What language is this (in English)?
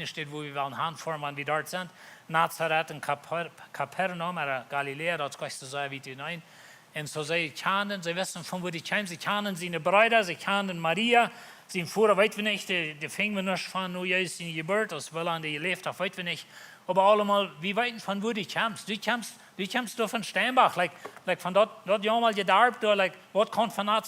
Plautdietsch